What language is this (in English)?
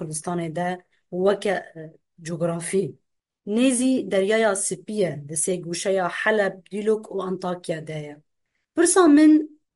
Kurdish